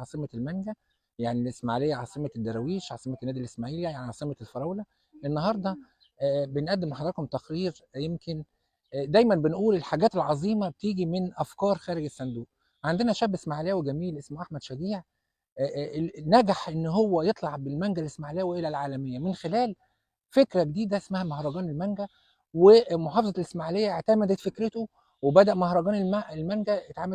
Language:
Egyptian Arabic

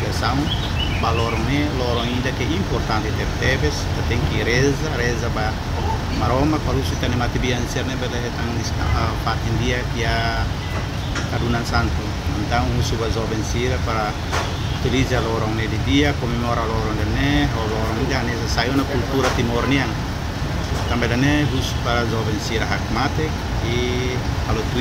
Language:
Tetum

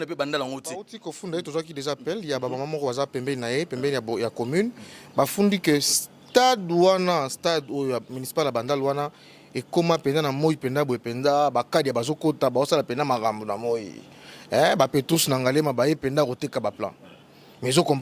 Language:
Lingala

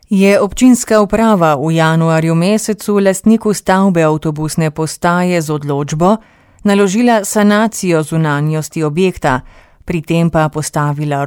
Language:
Slovenian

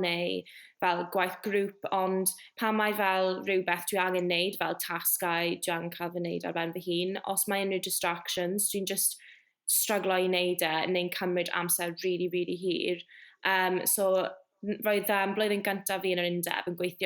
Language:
Welsh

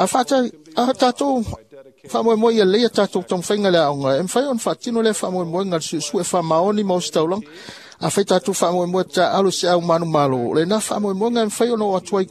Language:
Samoan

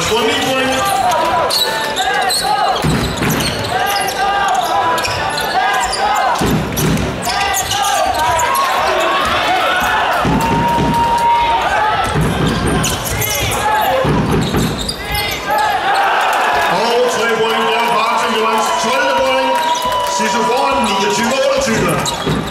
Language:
Danish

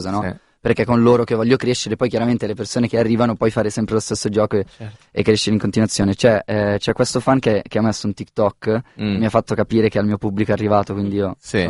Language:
Italian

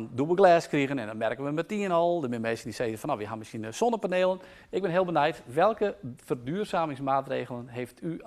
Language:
Western Frisian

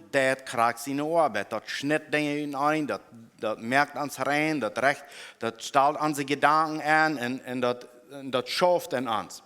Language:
Plautdietsch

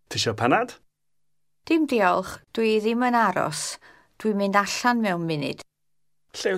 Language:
Welsh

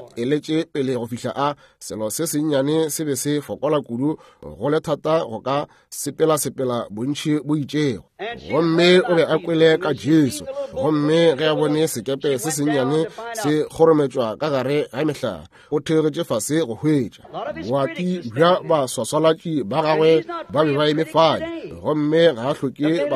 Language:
Northern Sotho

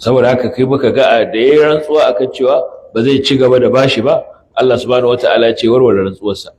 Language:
Hausa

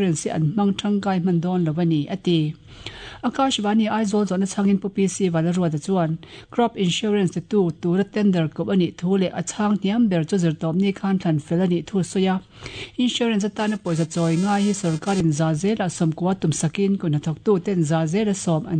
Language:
Mizo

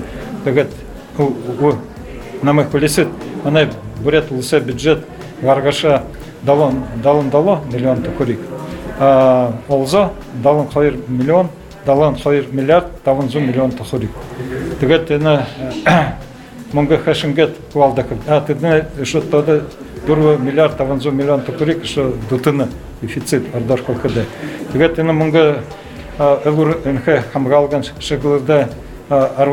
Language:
Buriat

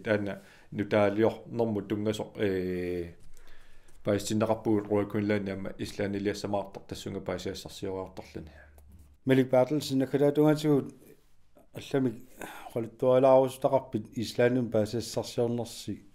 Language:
Kalaallisut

